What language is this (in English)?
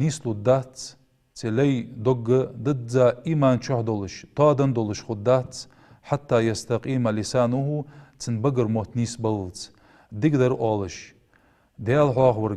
Ingush